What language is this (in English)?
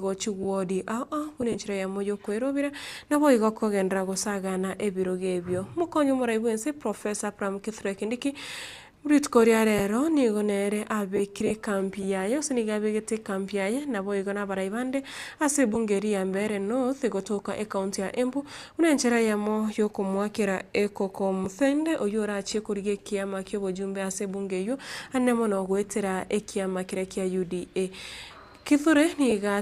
Gusii